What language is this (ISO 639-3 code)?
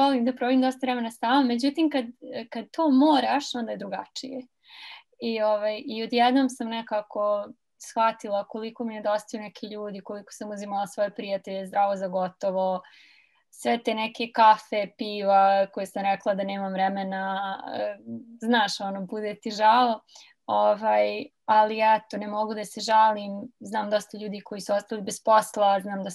srp